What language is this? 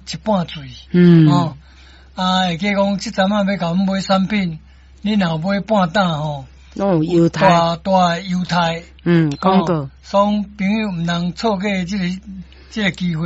Min Nan Chinese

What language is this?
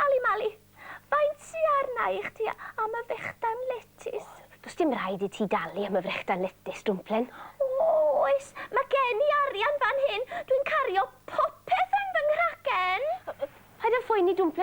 Welsh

